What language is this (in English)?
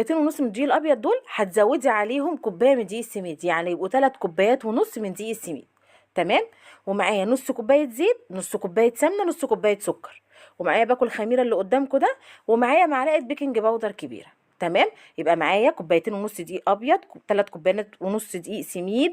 Egyptian Arabic